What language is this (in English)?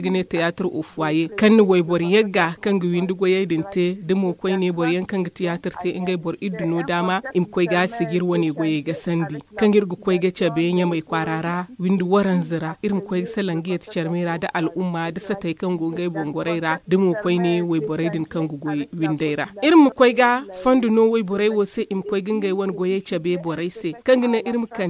Zarma